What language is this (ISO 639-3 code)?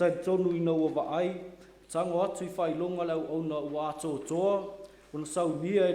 smo